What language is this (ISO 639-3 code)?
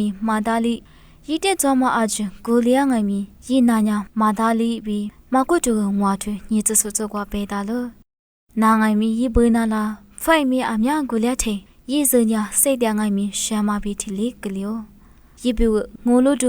lis